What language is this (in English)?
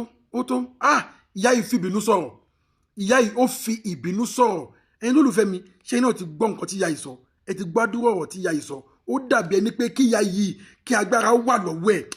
Yoruba